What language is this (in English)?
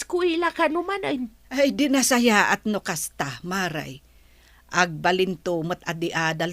Iloko